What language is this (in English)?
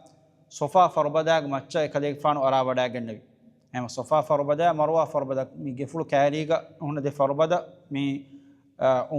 Divehi